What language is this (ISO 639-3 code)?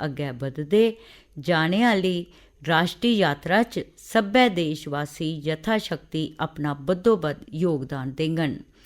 doi